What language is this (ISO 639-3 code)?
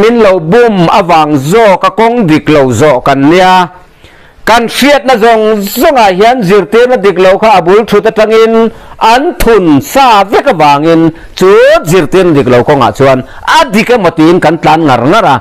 lus